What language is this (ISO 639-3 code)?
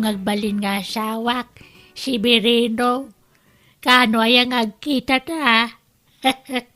ilo